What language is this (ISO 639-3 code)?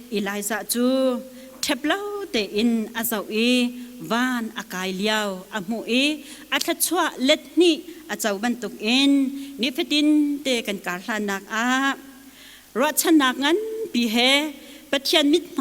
cnh